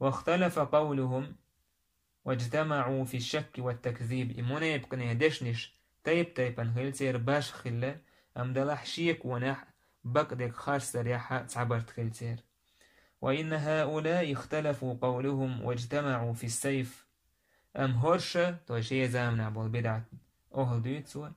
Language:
Chechen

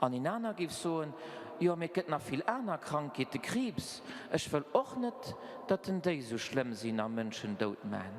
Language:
Luxembourgish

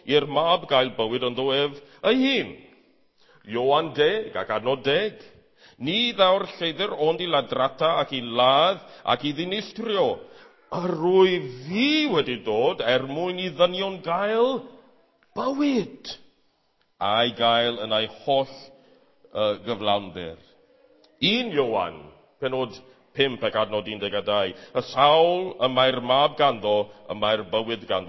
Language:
Welsh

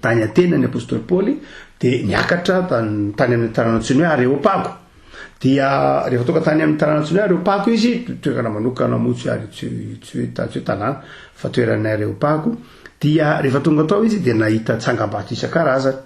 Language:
Malagasy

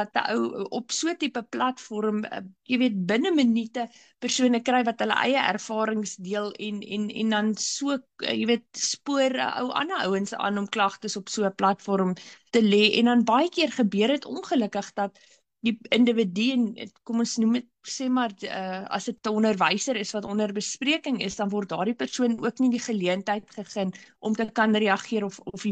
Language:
Afrikaans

